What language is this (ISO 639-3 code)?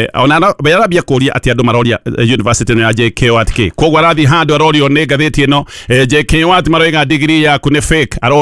kik